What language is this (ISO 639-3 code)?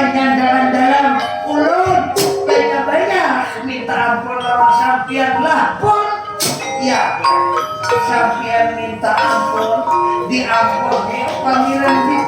bjn